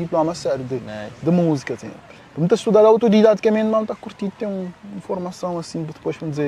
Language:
Kabuverdianu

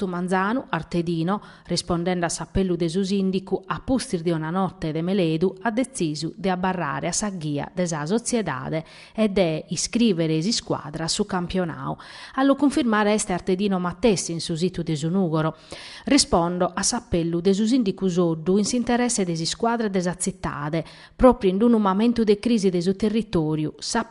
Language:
Sardinian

